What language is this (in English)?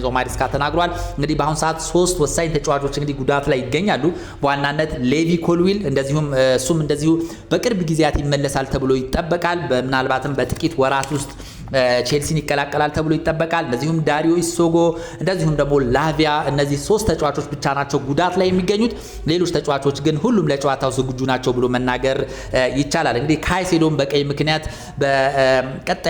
Amharic